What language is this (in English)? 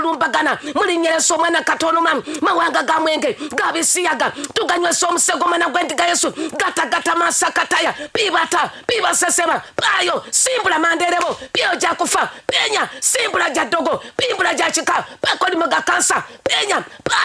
Ganda